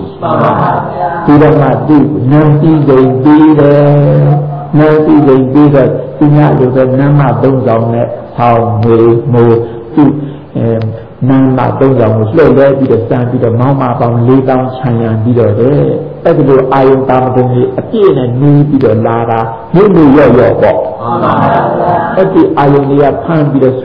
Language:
Burmese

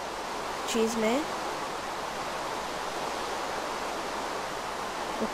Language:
Romanian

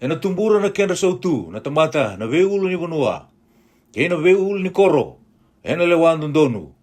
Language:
Fijian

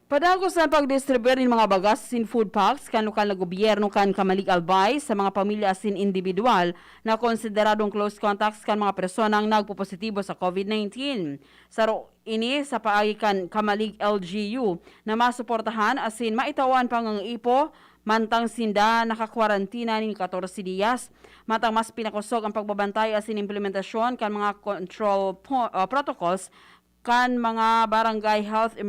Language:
Bikol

